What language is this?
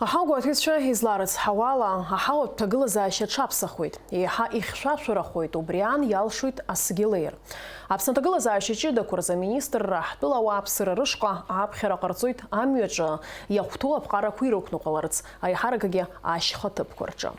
Abkhazian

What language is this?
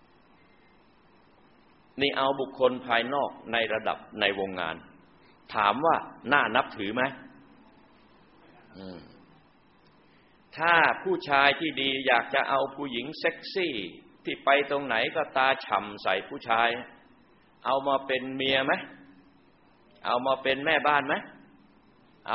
Thai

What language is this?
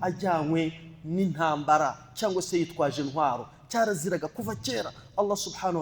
Kinyarwanda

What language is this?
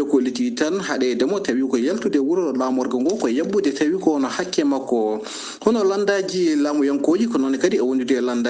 Fula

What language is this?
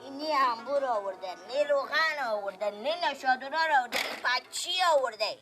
Persian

